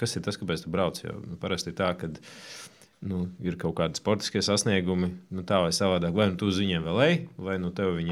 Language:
Latvian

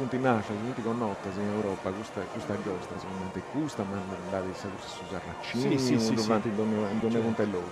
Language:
Sardinian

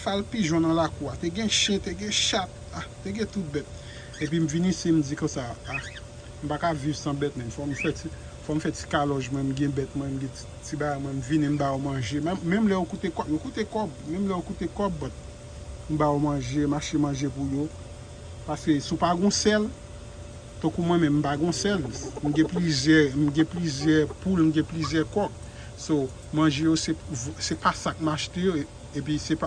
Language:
Haitian Creole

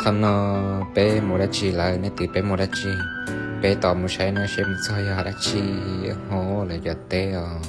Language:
Hmong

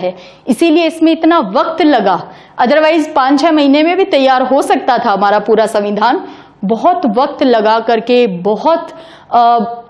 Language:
Hindi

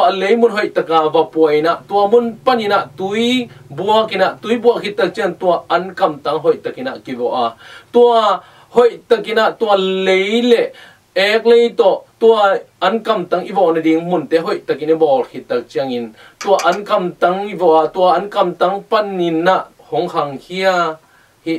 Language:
Tedim Chin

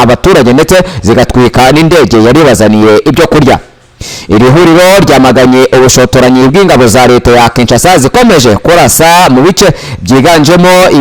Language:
Kinyarwanda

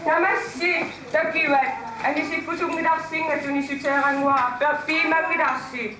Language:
Kalaallisut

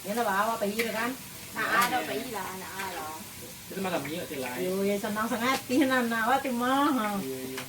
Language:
Minangkabau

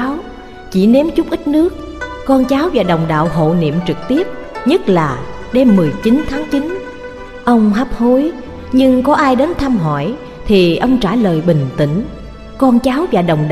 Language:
Vietnamese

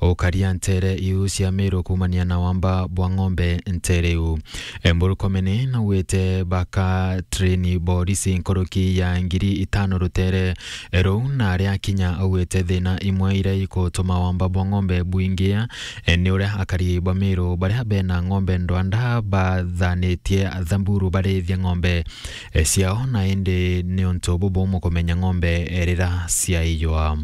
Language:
Meru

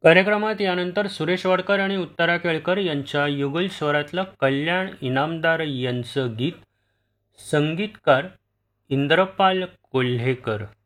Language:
Marathi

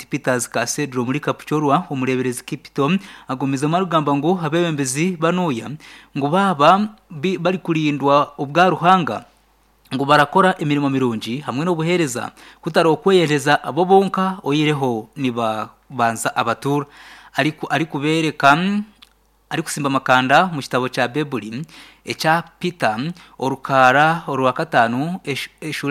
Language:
Nyankole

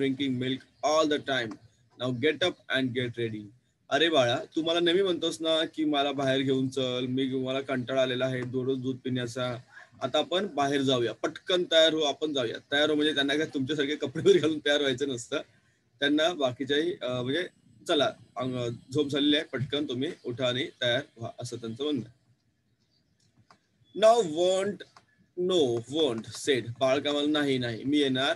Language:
Marathi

